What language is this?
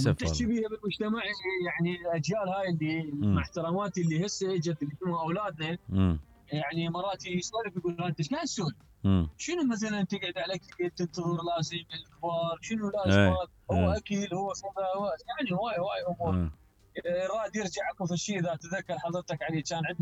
Mesopotamian Arabic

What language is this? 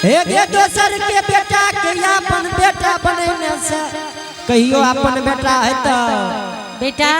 Angika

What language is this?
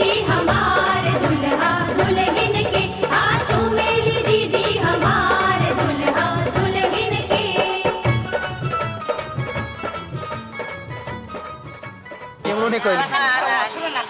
Bhojpuri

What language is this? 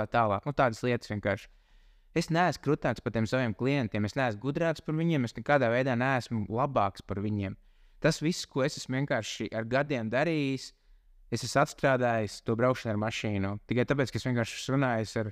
Latvian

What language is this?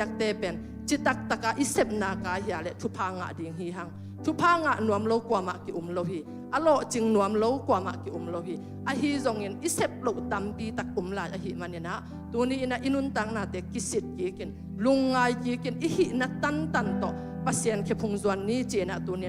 Tedim Chin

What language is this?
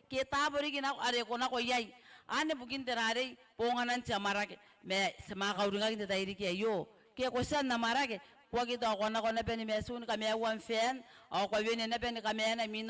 Gilbertese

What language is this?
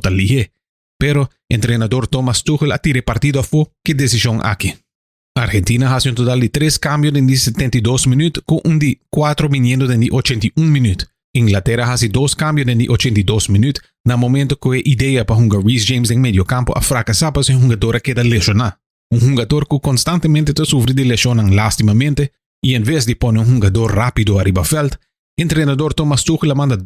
Papiamento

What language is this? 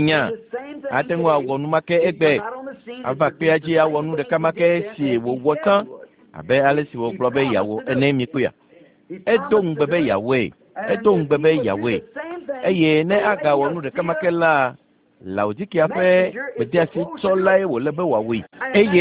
Ewe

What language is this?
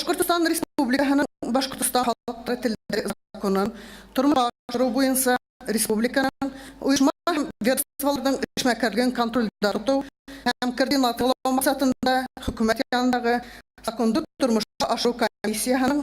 Bashkir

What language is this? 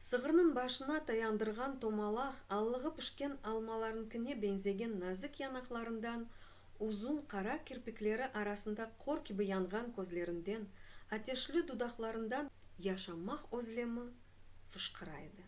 Crimean Tatar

